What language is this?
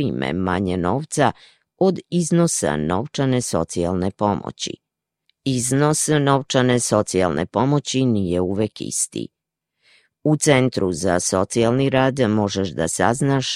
Serbian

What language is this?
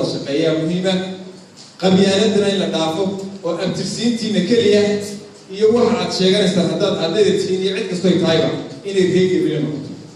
Somali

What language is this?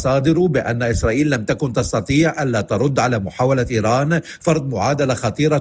Arabic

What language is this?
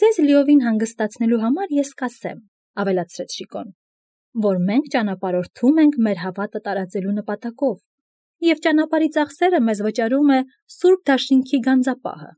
Armenian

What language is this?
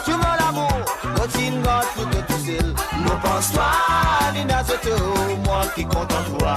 Morisyen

